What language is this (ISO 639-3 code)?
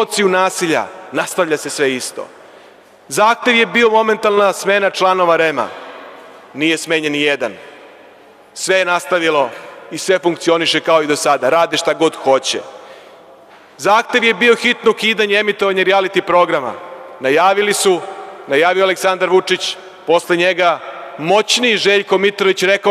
srp